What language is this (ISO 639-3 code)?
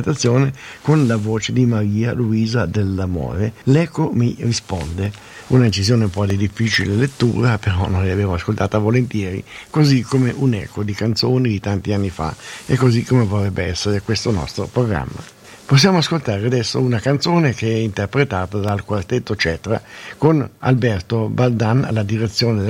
ita